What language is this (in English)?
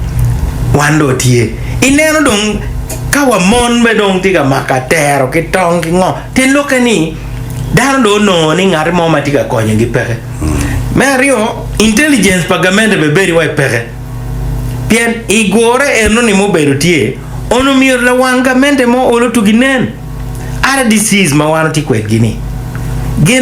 Acoli